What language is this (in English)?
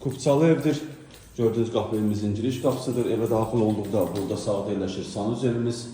Azerbaijani